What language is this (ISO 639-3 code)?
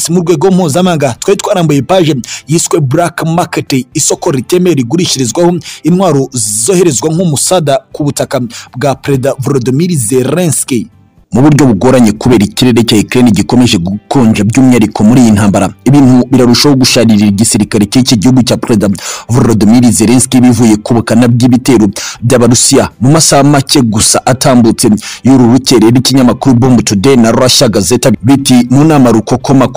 kin